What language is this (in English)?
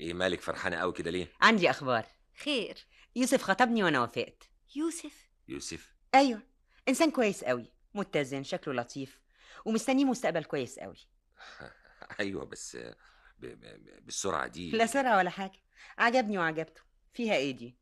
Egyptian Arabic